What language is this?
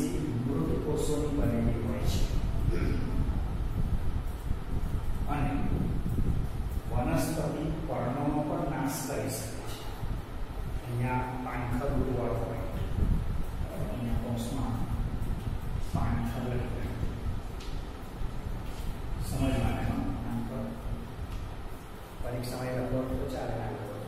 Gujarati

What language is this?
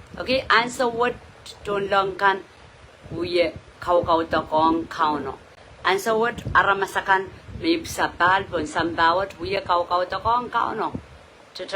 Pohnpeian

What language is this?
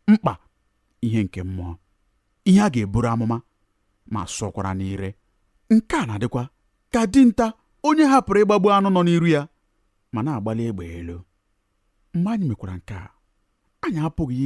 Igbo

